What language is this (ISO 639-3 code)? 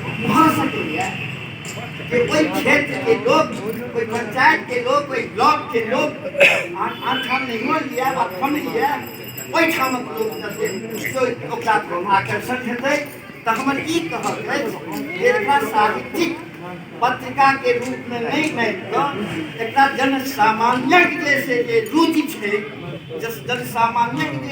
mai